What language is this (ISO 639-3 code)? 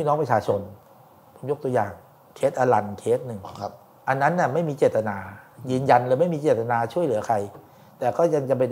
tha